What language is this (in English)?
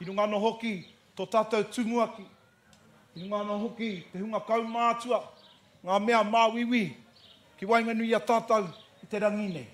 Māori